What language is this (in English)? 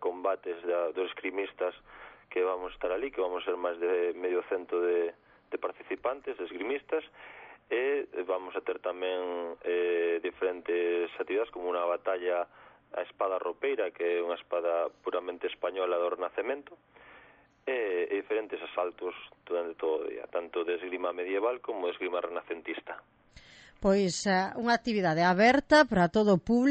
Galician